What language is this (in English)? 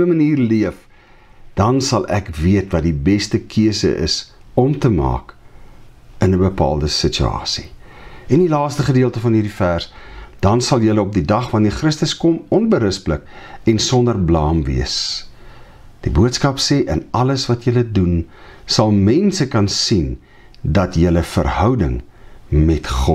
Afrikaans